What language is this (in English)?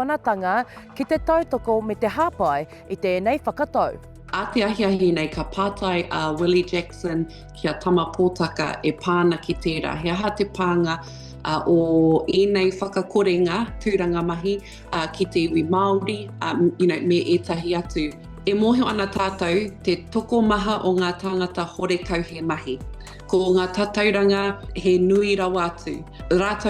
Māori